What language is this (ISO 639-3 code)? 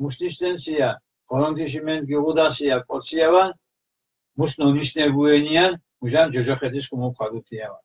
xmf